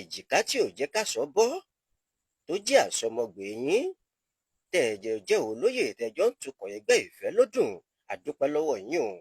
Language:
Yoruba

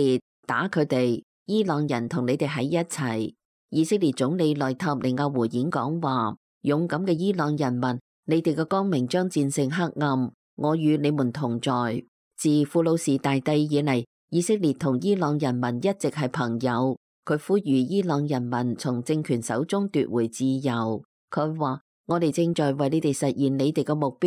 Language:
Cantonese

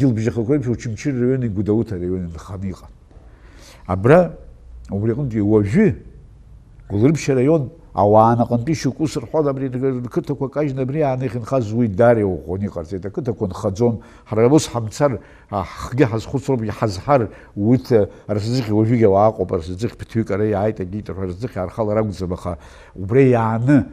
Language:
Abkhazian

